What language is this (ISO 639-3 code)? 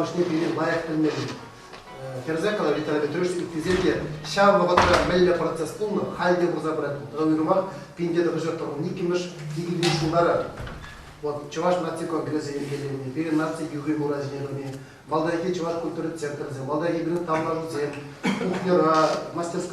chv